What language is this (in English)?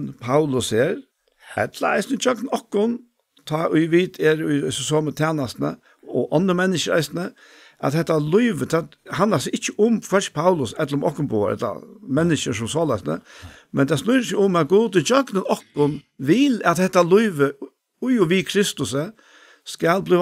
Faroese